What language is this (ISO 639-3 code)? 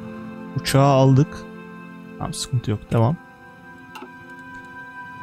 tur